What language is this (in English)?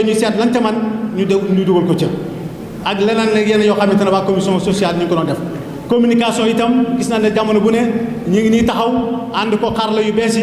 Wolof